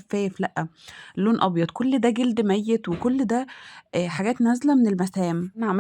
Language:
Egyptian Arabic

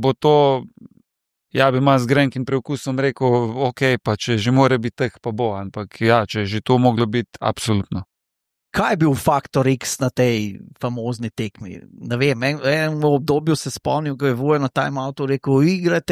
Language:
Slovenian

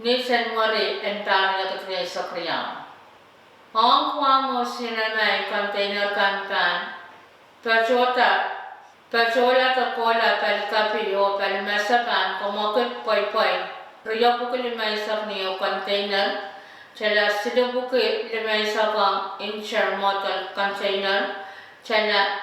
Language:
Pohnpeian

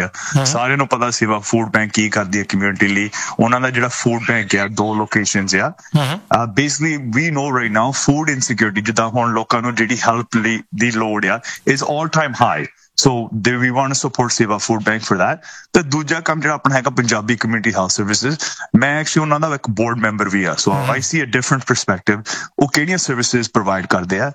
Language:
Punjabi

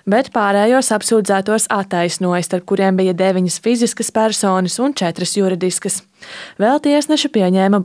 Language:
Latvian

